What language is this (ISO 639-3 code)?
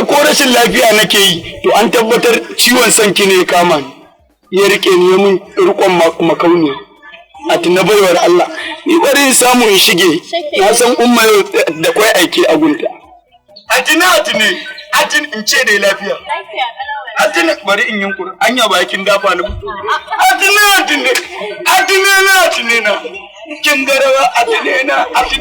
hau